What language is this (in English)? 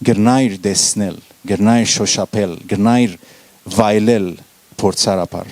Western Armenian